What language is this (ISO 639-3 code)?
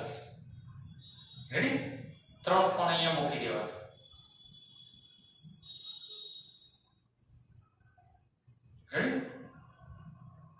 guj